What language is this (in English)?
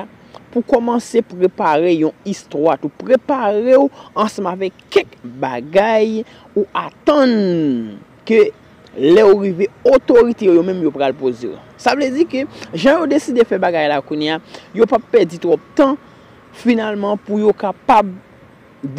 Haitian Creole